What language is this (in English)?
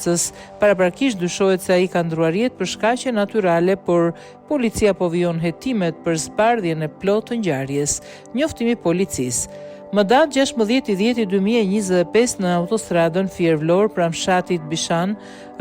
Albanian